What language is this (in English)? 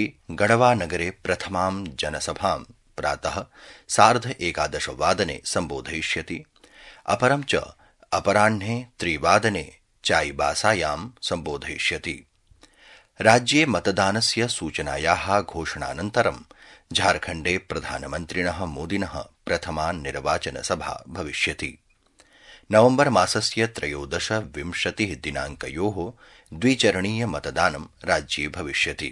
Sanskrit